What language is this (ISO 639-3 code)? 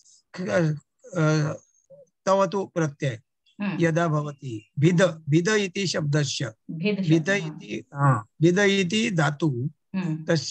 san